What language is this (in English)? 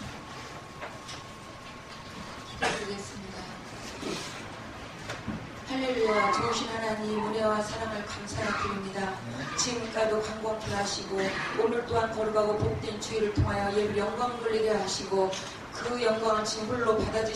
Korean